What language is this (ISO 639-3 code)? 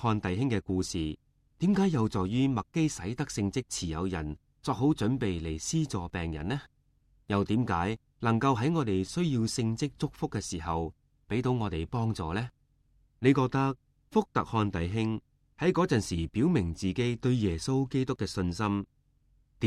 yue